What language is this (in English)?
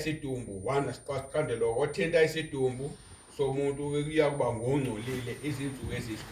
Zulu